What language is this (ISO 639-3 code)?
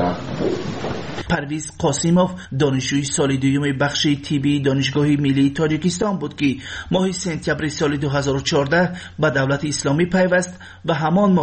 fas